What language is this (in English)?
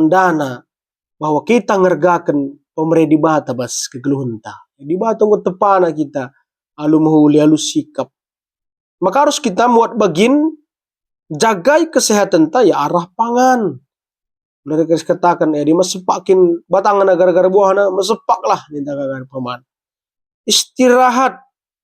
Batak Karo